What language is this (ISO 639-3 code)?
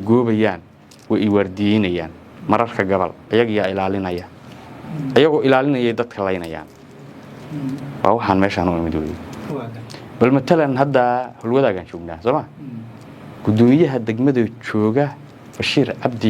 som